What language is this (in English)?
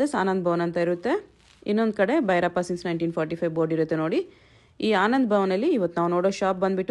Kannada